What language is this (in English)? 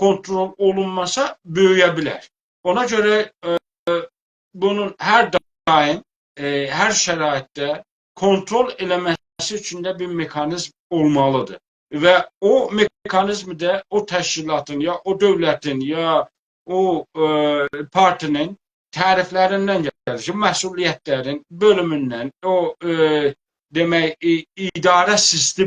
South Azerbaijani